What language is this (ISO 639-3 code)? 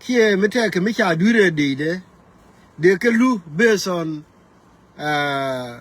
nus